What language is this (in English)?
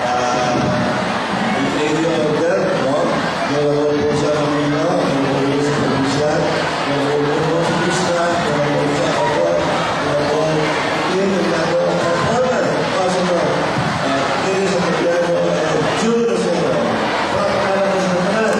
Hiligaynon